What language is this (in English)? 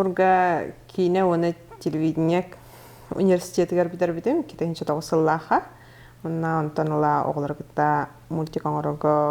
Yakut